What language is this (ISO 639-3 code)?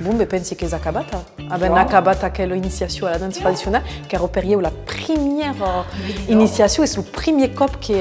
oci